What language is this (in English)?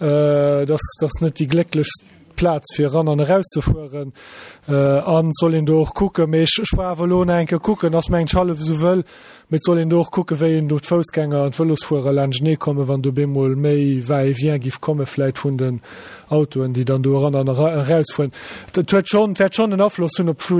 Luxembourgish